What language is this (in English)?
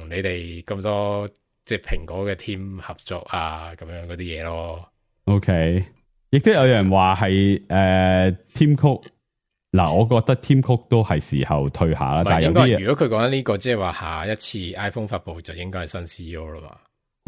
Cantonese